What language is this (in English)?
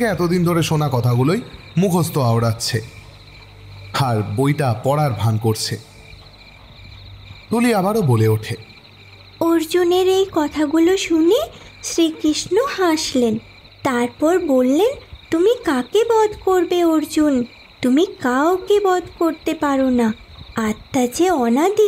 Bangla